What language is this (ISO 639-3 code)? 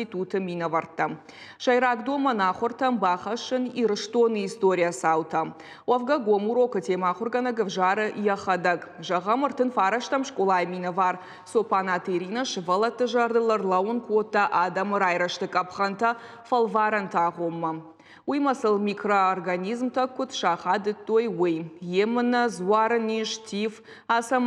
oss